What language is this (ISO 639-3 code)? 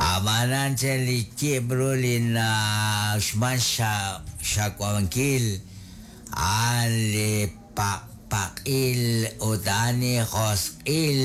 kek